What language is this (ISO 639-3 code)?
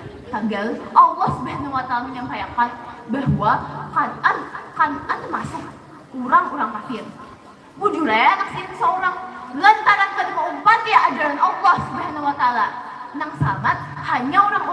bjn